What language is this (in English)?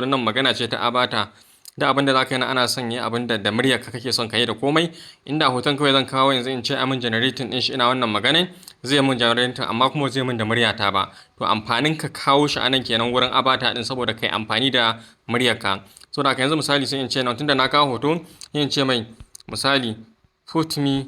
Hausa